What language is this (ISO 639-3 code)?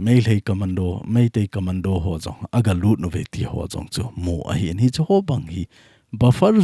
tcz